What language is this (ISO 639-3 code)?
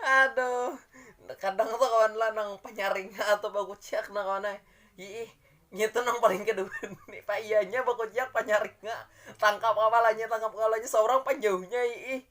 bjn